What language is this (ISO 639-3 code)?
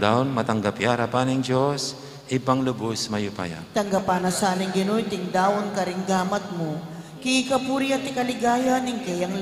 pam